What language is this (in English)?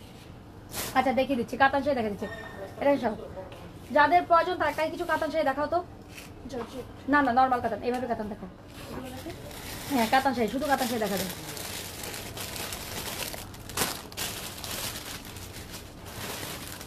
Bangla